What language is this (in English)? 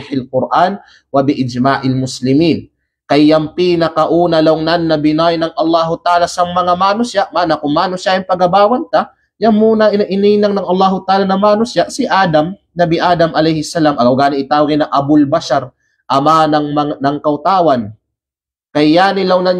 Kalagan